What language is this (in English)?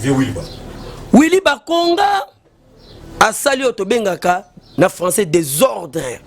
Lingala